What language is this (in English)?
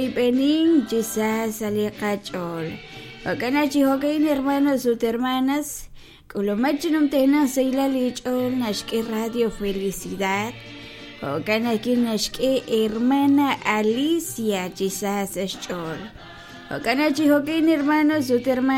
Kekchí